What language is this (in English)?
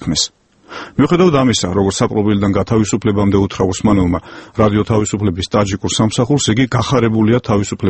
Georgian